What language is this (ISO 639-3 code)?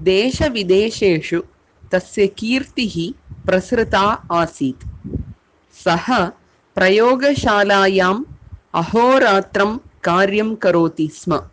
san